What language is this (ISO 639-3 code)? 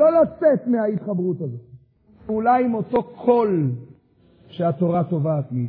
heb